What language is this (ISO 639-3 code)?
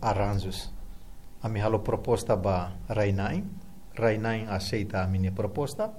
tet